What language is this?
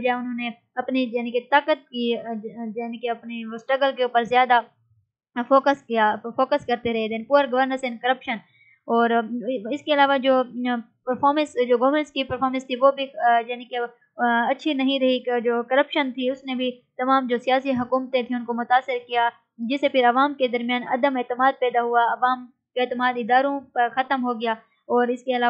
Urdu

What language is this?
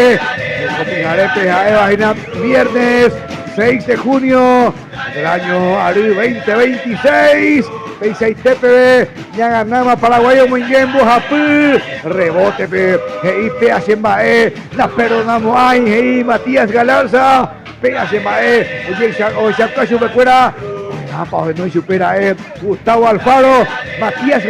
Guarani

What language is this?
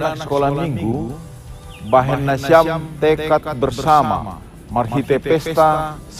Batak Simalungun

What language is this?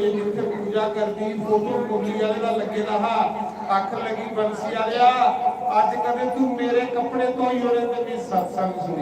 Dogri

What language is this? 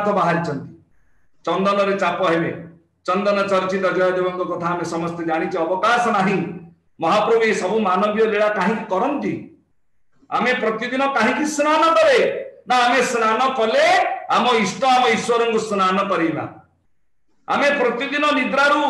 Odia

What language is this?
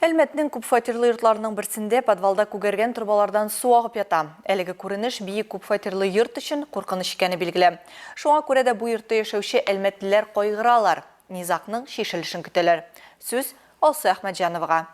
Tatar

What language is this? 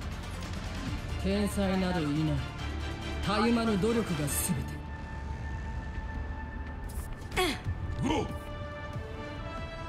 Japanese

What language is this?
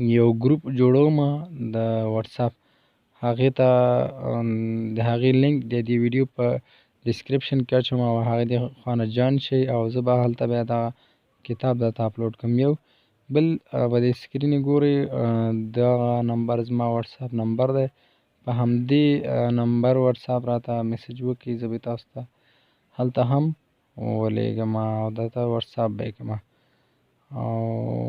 Pashto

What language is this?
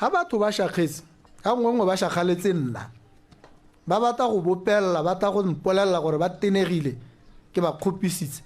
Tswana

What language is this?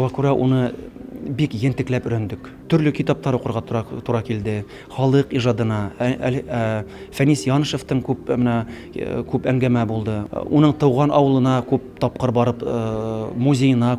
Bashkir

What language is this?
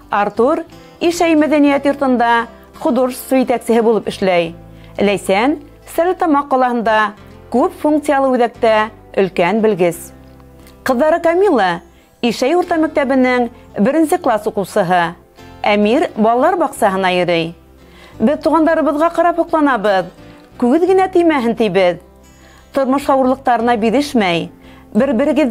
Bashkir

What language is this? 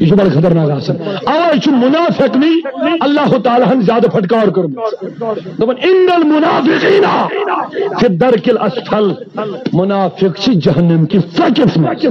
Kashmiri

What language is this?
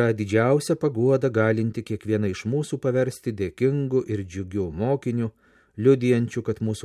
Lithuanian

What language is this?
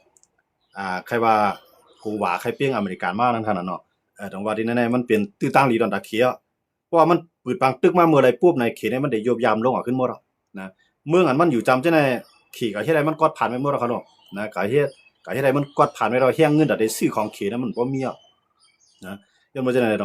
Shan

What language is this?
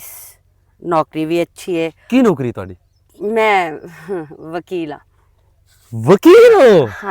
Western Panjabi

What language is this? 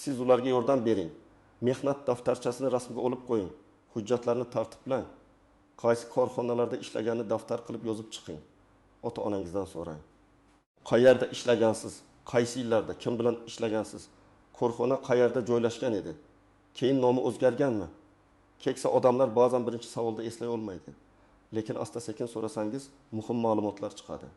Uzbek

